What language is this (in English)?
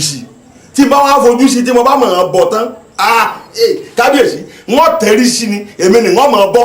Yoruba